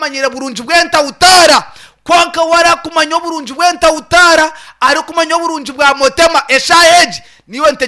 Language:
Nyankole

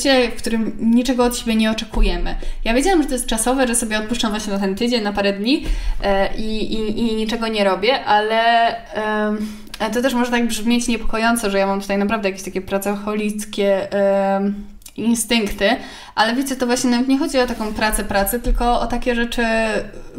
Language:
Polish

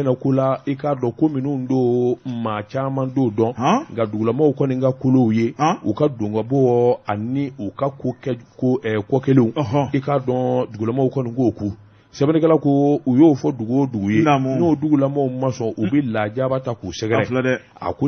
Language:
Bambara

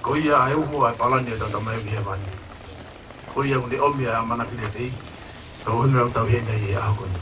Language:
Tongan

